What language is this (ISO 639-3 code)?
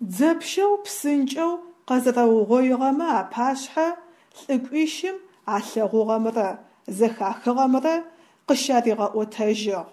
ady